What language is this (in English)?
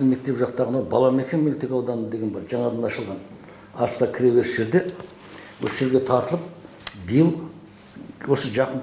Kazakh